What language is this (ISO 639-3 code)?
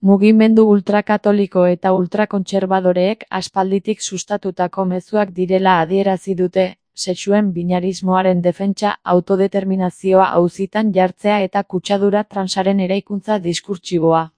eus